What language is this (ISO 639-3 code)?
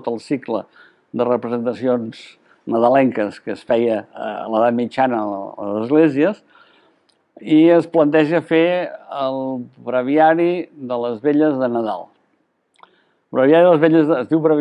cat